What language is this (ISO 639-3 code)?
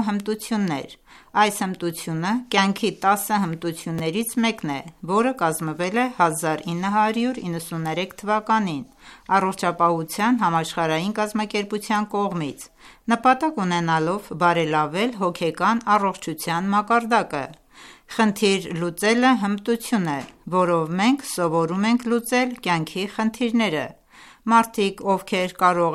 hye